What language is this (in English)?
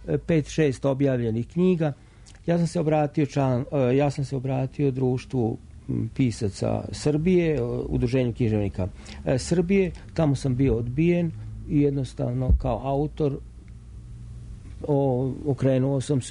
Serbian